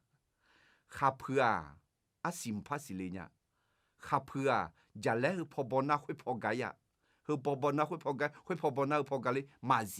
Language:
Akha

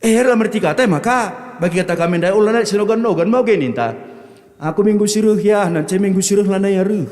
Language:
Batak Karo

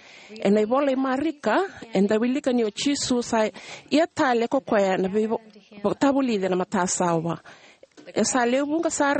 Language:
Fijian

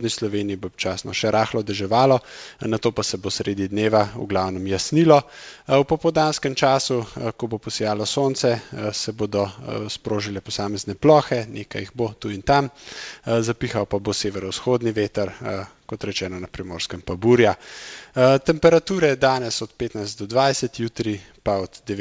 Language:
Slovenian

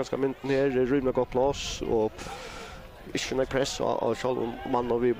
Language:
Faroese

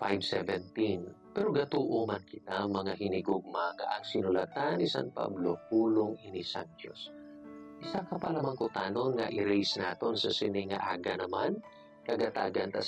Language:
Hiligaynon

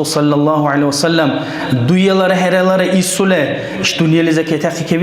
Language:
Dargwa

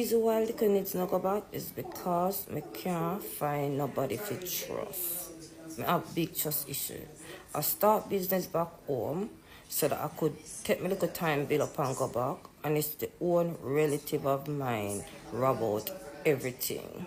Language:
Jamaican Creole English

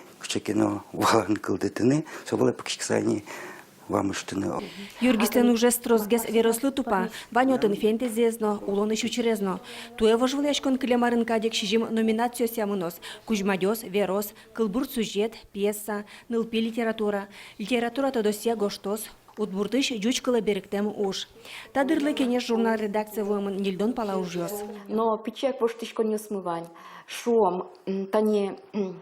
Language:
Udmurt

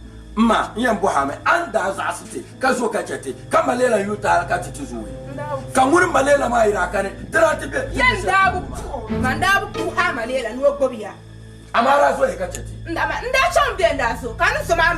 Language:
Dagbani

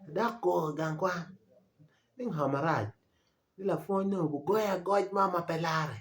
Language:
Acoli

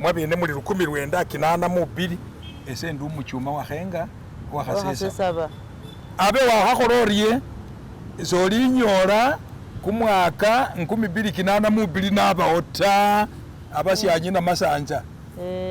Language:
Masaaba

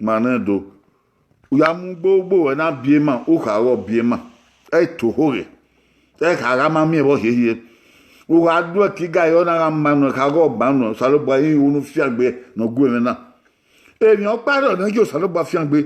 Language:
Bini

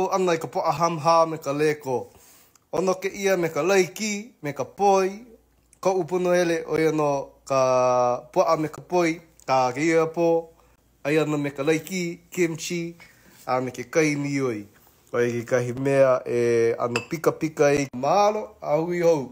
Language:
Hawaiian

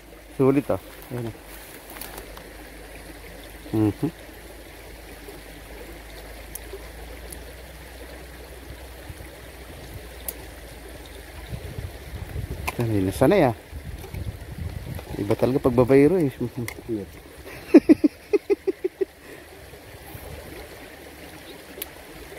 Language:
Filipino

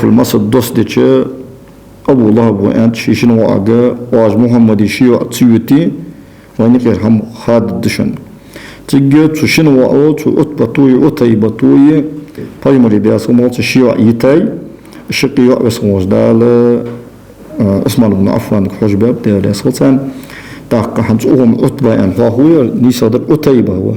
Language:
Ingush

